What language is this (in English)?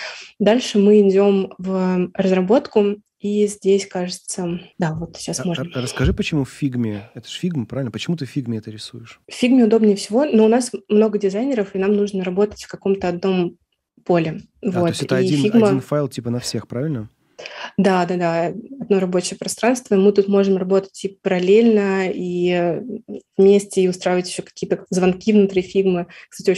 Russian